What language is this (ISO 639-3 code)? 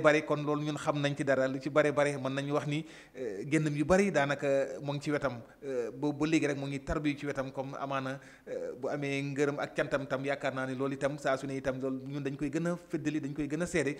wol